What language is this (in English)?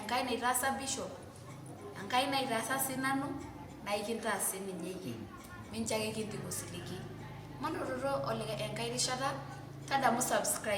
Masai